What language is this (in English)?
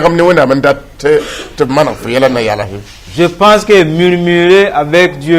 Mossi